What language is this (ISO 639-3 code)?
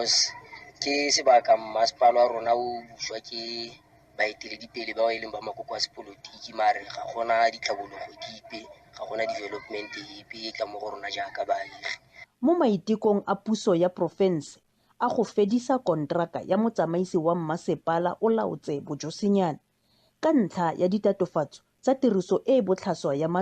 tsn